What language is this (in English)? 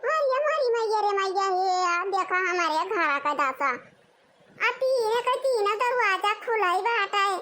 Awadhi